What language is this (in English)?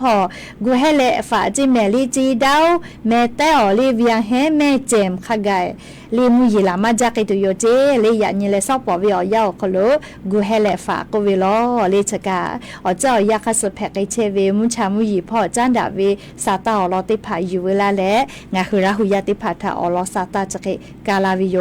Lahu